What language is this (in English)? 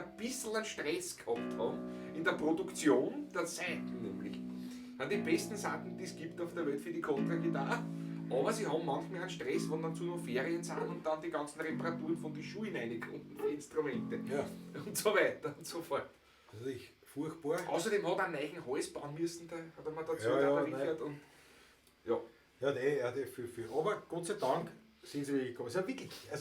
Bavarian